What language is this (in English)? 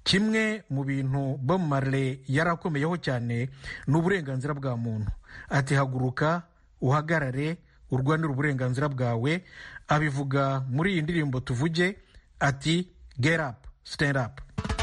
Kinyarwanda